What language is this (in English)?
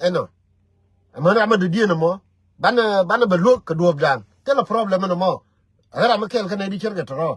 Nuer